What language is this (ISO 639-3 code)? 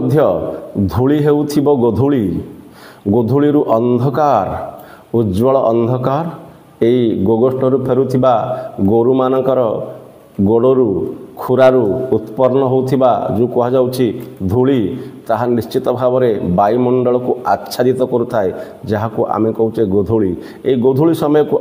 ori